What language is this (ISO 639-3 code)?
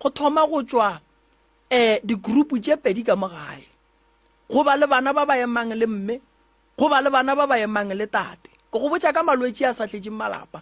nso